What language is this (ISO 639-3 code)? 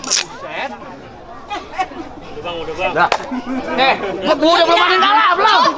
bew